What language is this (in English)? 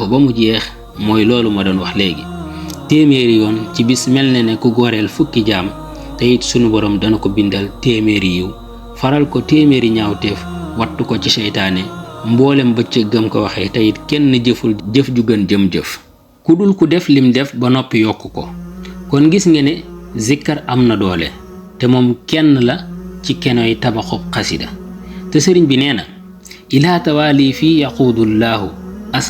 Wolof